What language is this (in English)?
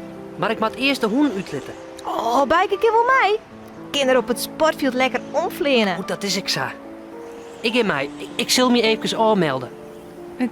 Western Frisian